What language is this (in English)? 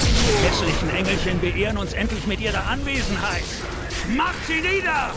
Swiss German